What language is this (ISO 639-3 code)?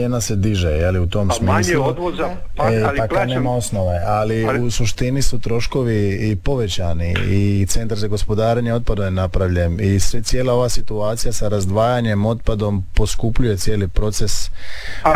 hrv